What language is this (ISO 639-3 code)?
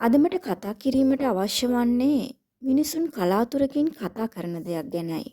sin